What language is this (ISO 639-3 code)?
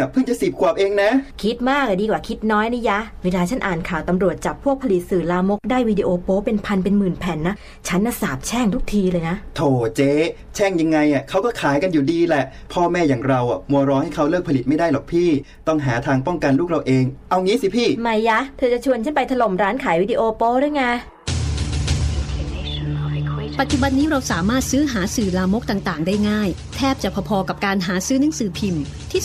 tha